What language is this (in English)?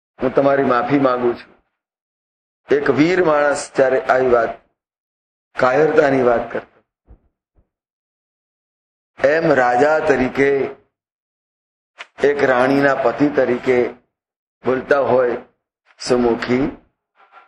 Gujarati